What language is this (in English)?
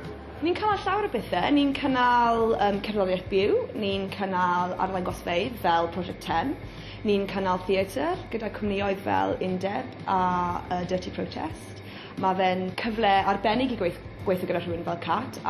Welsh